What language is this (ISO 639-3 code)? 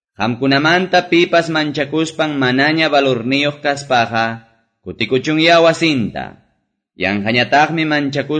que